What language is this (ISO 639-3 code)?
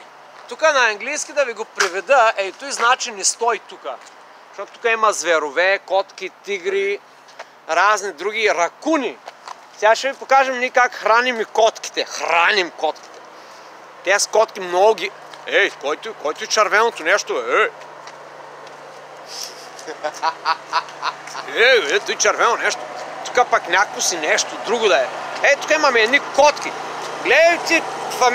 bul